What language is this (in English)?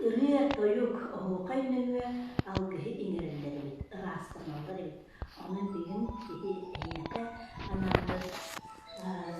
Yakut